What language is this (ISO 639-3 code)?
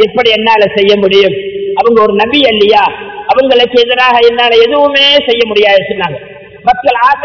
tam